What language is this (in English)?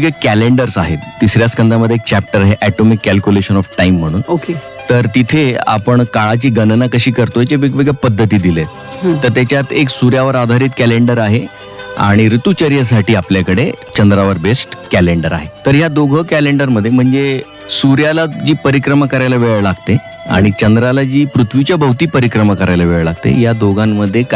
Marathi